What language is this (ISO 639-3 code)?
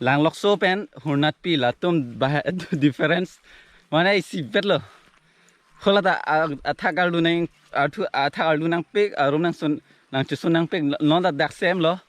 mjw